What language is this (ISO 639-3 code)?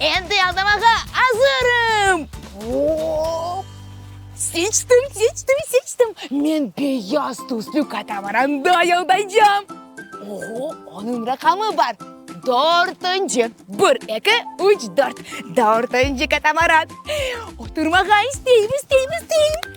crh